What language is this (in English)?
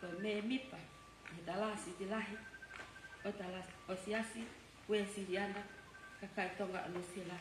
Tongan